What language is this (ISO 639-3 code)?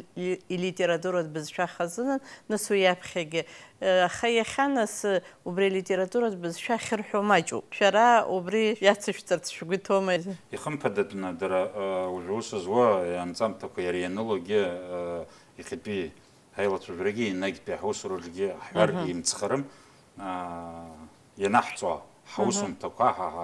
abk